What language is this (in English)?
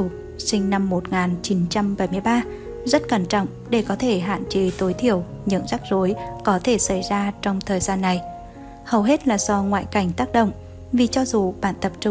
Vietnamese